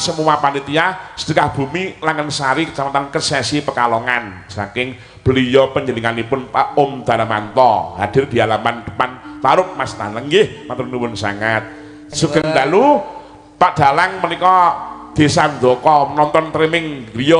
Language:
Javanese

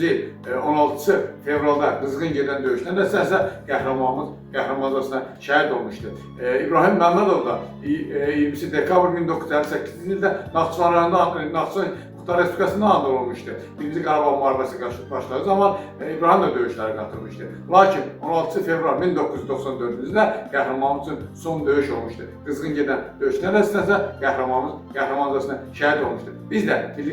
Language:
Azerbaijani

